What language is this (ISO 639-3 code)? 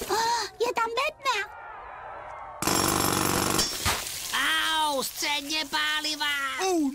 ces